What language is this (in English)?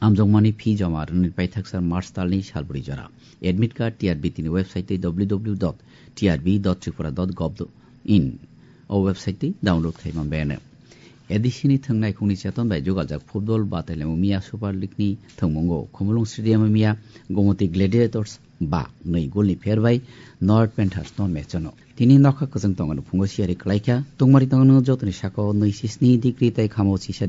Kok Borok